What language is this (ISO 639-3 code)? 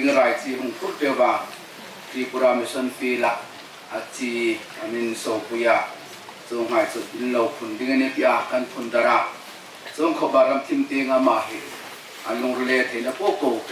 hmr